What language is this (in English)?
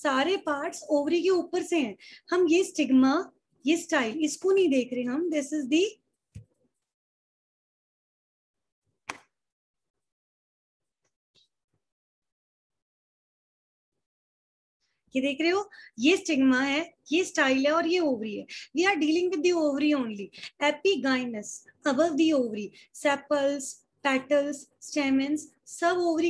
Hindi